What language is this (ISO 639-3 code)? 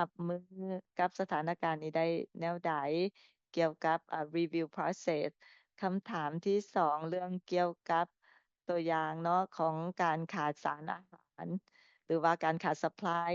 lao